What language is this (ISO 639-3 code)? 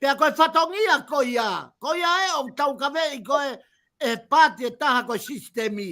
ton